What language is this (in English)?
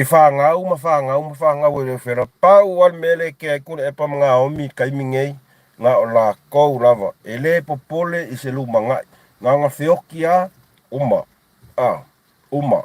Samoan